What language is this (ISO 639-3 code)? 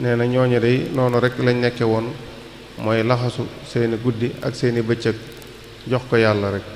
wol